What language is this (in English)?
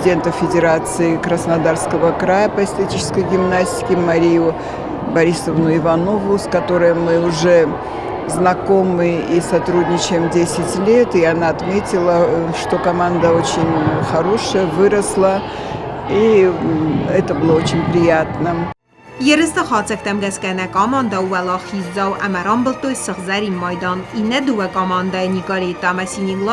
Ossetic